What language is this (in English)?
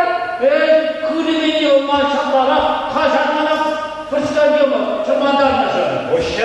Chuvash